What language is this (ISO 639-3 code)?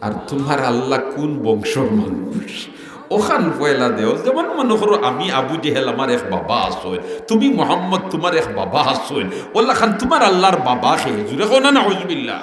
syl